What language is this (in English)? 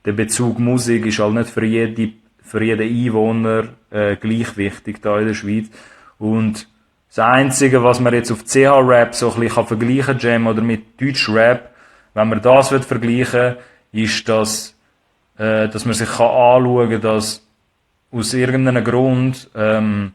Swiss German